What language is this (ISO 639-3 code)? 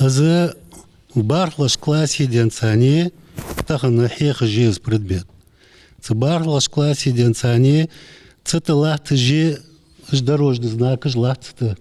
inh